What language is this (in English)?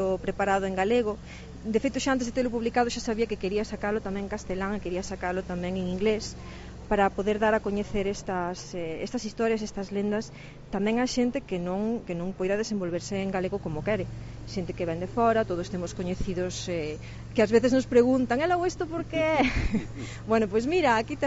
Galician